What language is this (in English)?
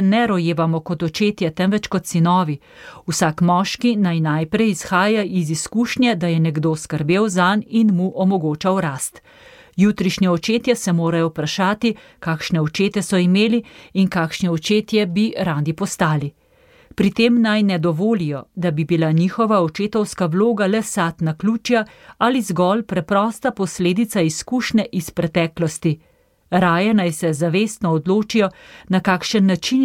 Slovenian